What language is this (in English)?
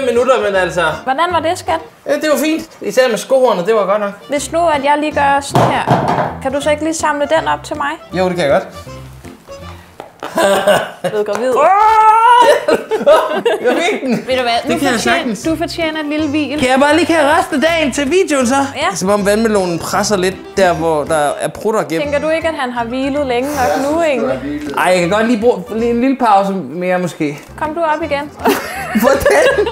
Danish